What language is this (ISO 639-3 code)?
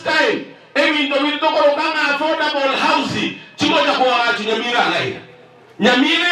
guz